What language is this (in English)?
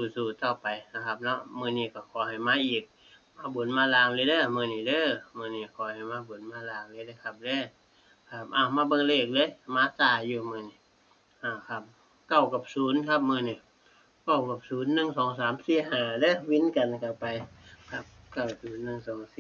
Northeastern Thai